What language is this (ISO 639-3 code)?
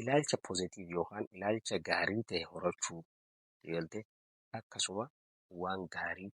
orm